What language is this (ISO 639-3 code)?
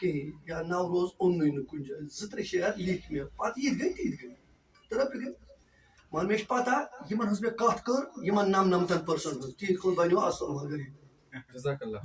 kas